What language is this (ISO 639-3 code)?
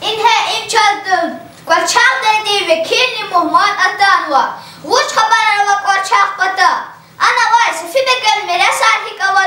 lez